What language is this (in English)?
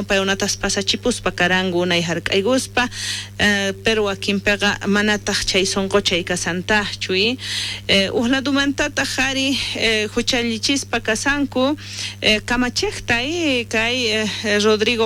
South Bolivian Quechua